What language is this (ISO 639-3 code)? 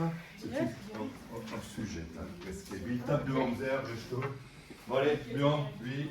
bre